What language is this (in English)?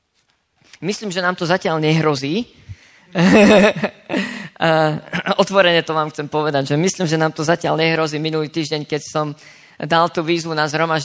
Slovak